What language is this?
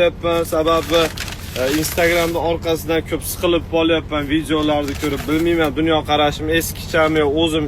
Uzbek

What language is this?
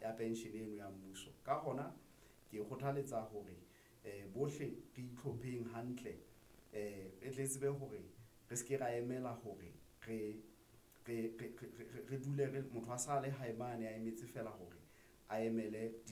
Southern Sotho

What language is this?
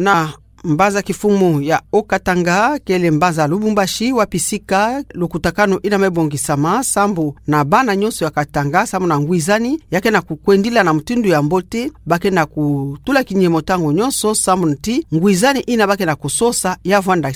Kituba (Democratic Republic of Congo)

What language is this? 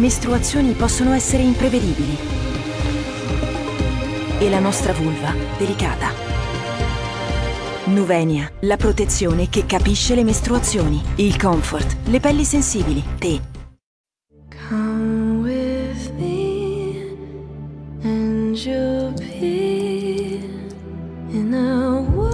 Italian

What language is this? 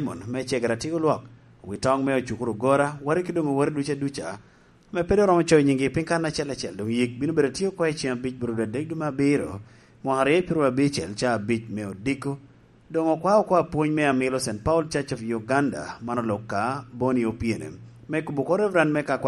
Lango (Uganda)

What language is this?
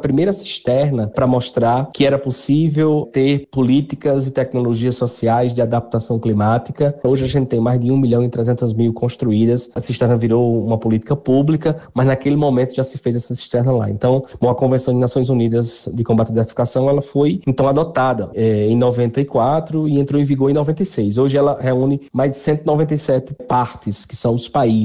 Portuguese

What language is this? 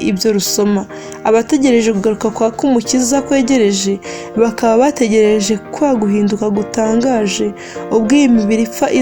Kinyarwanda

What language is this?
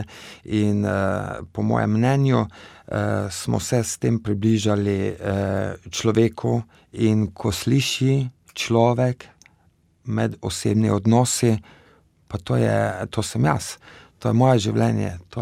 Slovenian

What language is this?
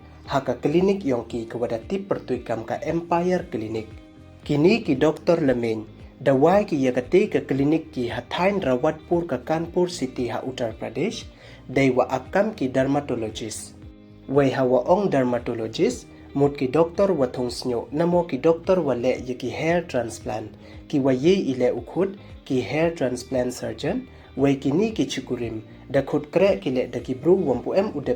Pnar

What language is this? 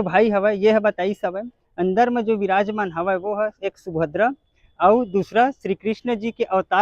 Chhattisgarhi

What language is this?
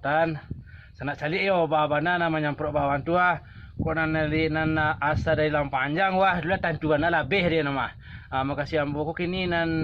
Minangkabau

